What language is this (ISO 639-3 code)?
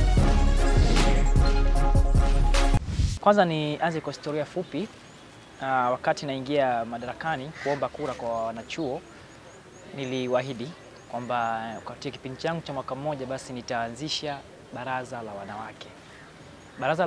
swa